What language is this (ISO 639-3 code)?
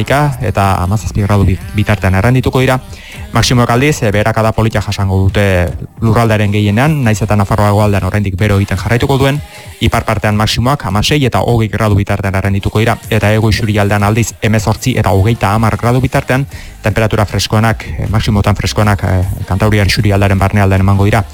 eus